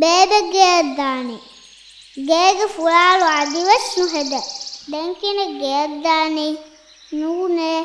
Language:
Divehi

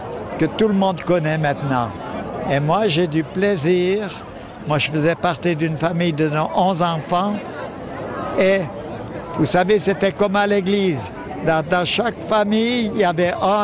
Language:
French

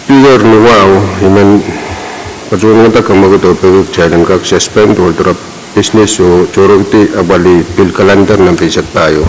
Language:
Pohnpeian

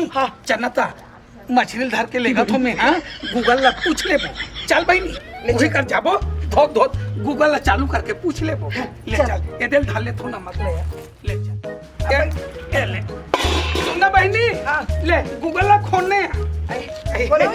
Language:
Chhattisgarhi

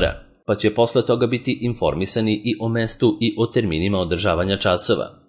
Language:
Serbian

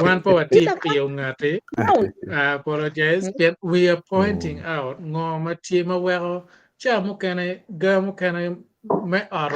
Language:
Acoli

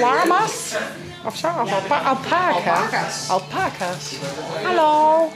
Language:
Western Frisian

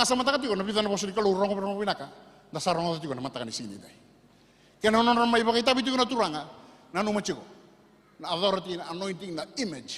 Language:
Fijian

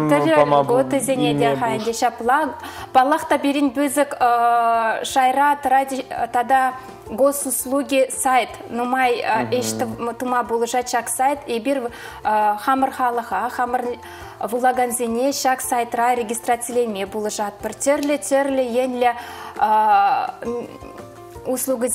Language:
Chuvash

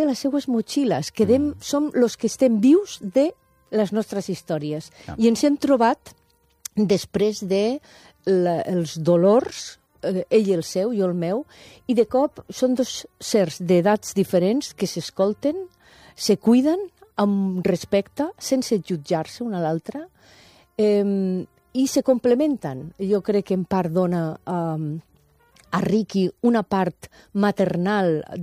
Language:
Catalan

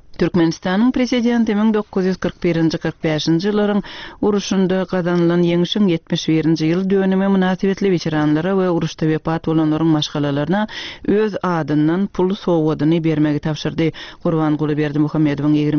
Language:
Turkmen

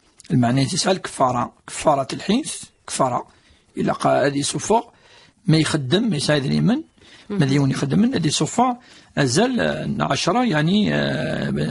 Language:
Kabyle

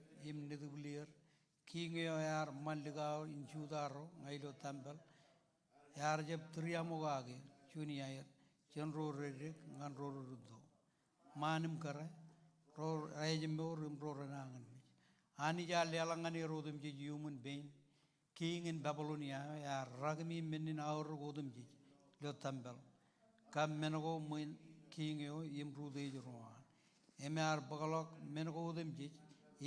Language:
Marshallese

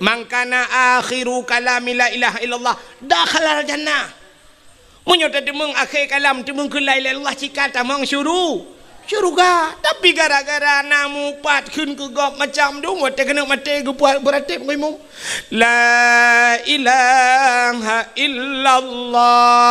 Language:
Achinese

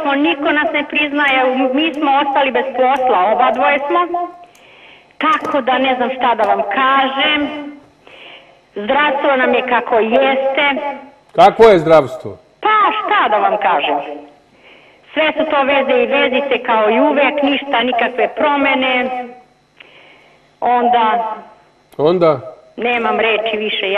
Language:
Serbian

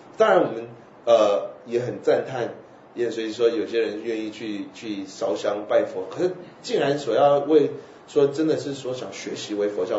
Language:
Chinese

